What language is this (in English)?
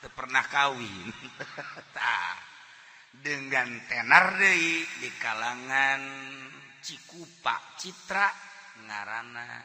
Sundanese